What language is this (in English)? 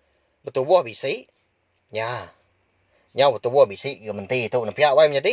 Iban